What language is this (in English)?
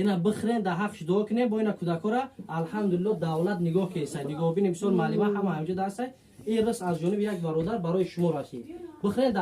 Tajik